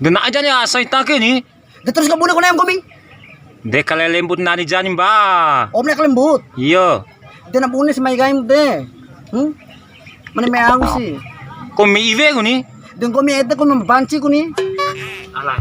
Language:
Bima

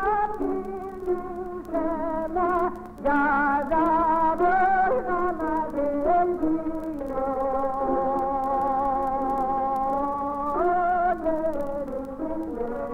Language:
Kyrgyz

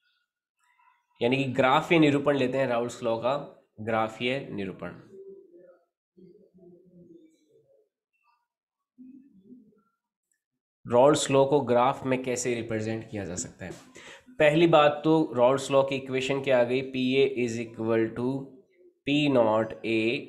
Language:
Hindi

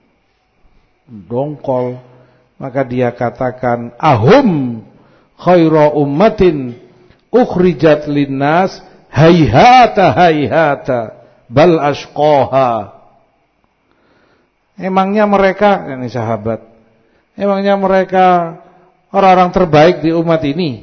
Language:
Indonesian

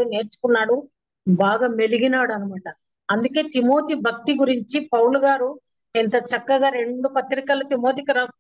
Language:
Telugu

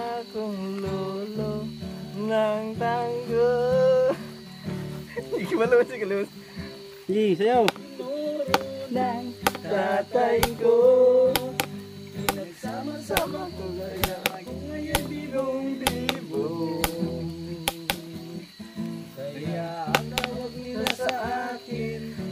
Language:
Filipino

